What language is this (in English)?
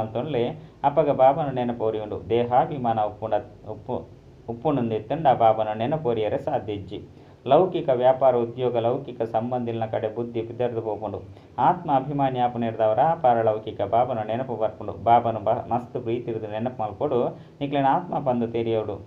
Tulu